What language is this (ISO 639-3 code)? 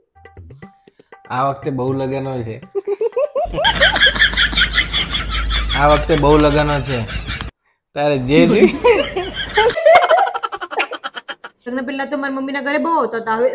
guj